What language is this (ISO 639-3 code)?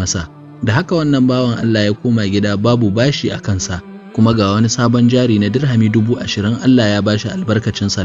hau